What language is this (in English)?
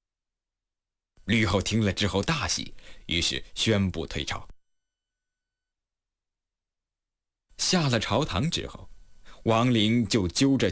Chinese